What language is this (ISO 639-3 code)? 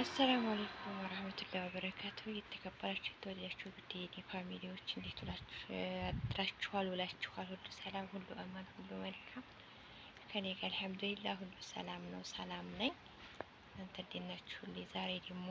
amh